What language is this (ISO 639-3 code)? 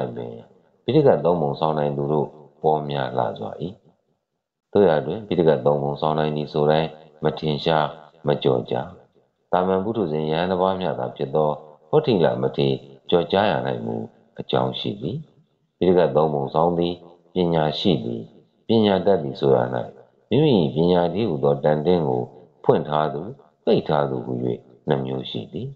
mya